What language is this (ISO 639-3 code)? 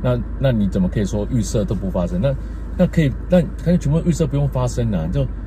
zho